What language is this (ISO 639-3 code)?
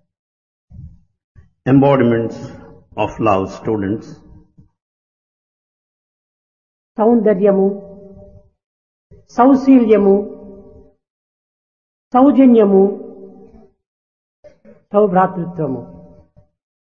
tel